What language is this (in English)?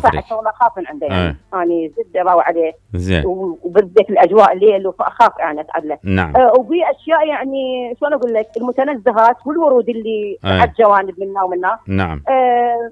Mesopotamian Arabic